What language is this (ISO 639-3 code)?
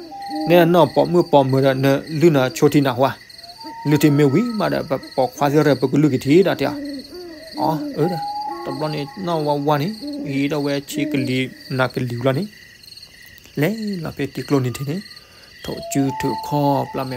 ksw